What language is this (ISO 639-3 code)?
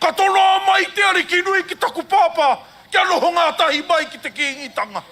mri